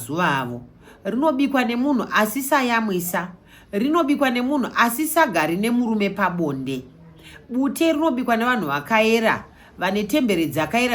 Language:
Shona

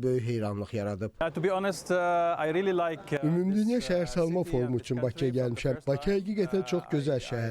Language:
Azerbaijani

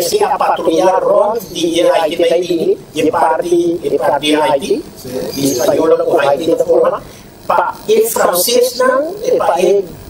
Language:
Papiamento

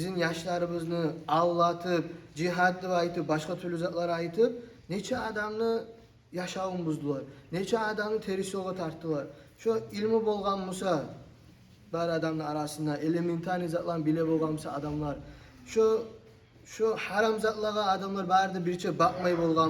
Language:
Kumyk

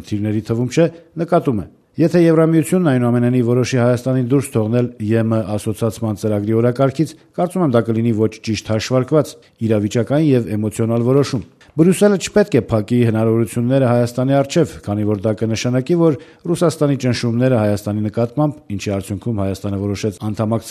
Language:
Armenian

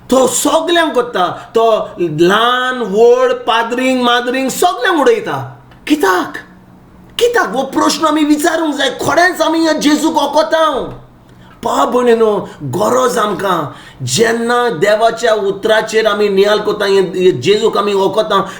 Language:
Konkani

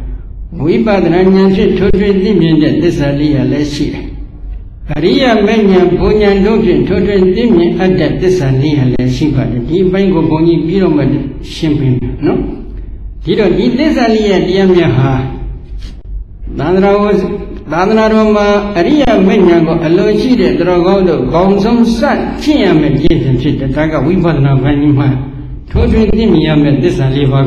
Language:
Burmese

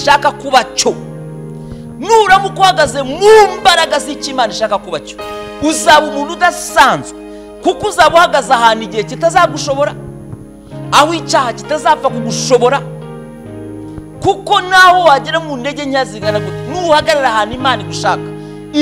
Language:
Kinyarwanda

